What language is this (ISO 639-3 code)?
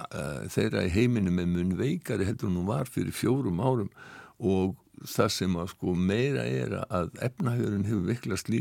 isl